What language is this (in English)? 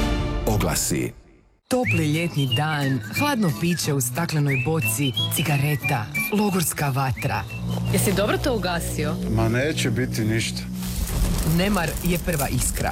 Croatian